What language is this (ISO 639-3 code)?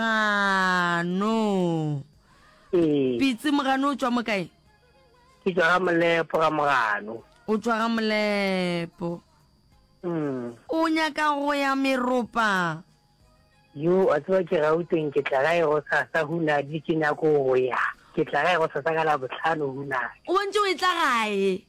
nso